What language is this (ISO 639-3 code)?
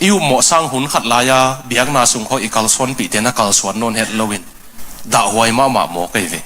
ctd